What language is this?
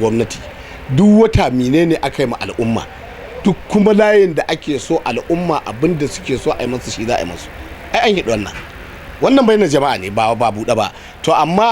Hausa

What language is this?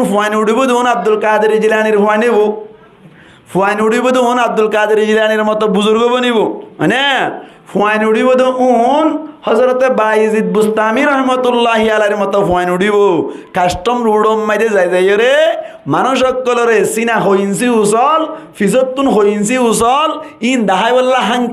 Rohingya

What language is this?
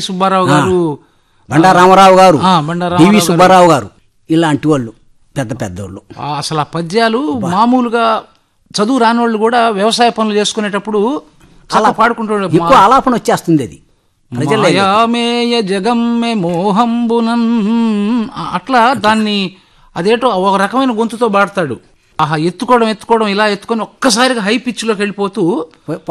Telugu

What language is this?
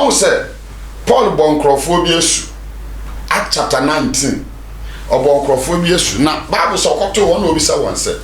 Akan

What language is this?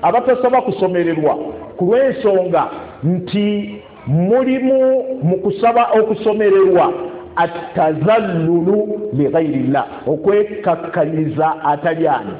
Ganda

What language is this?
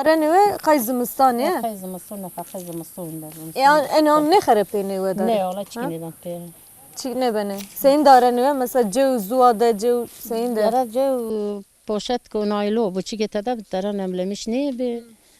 Zaza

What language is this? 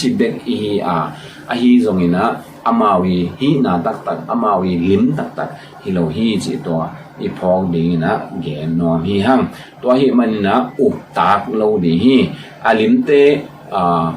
Tedim Chin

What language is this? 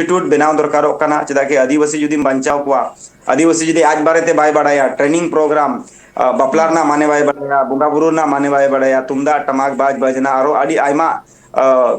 Santali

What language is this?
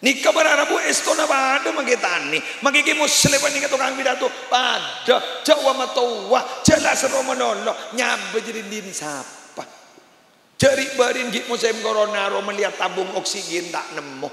Madurese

